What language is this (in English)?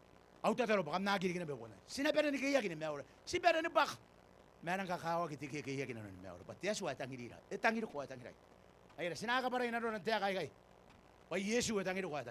Gilbertese